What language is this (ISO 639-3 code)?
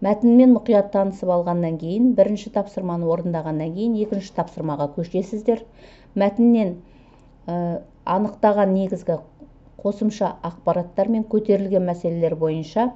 kaz